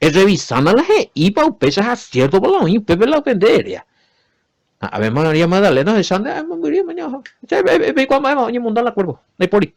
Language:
Guarani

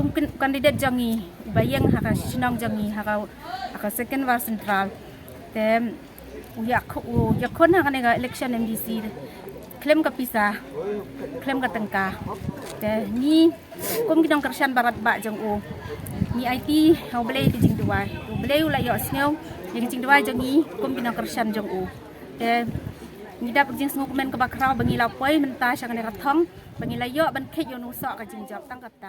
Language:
Khasi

